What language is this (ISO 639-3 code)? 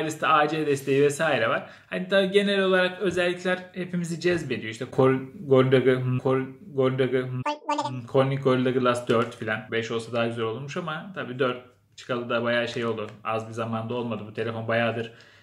tur